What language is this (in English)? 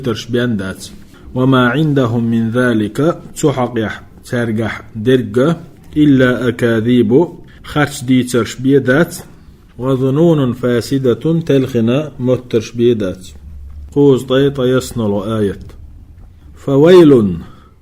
Chechen